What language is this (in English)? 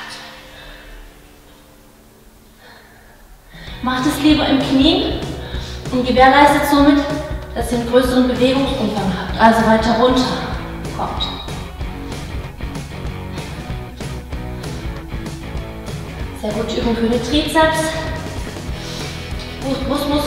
German